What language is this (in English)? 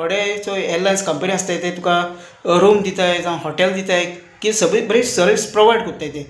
Konkani